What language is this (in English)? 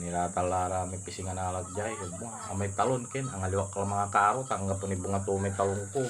Pangasinan